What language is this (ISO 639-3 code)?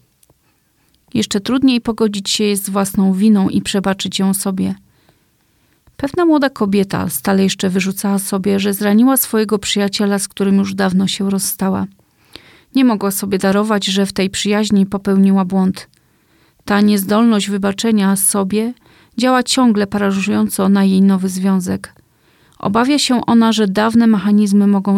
pol